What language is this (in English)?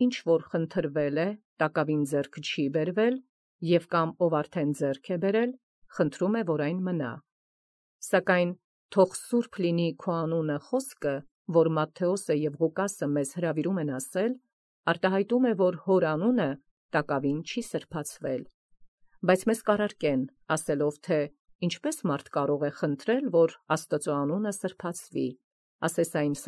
Armenian